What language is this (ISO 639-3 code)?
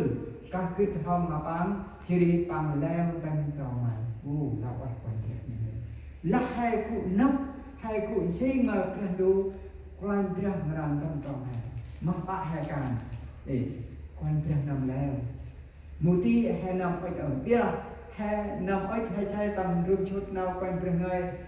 cmo